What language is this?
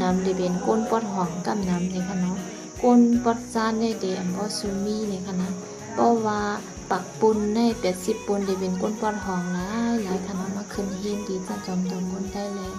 Shan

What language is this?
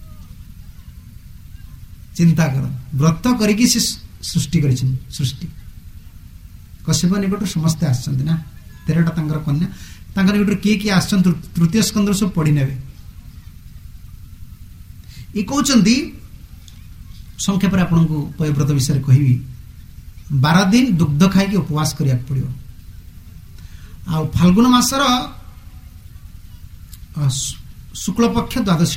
Odia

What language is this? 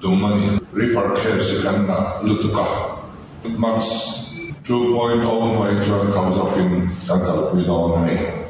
Mizo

